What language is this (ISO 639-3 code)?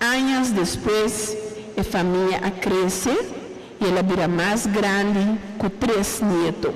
pap